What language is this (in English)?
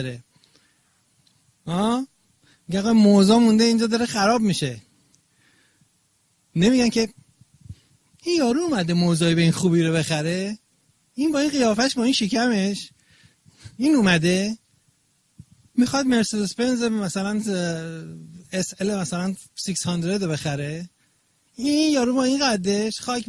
Persian